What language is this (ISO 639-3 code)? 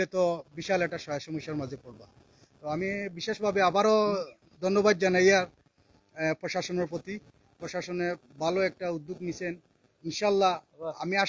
syl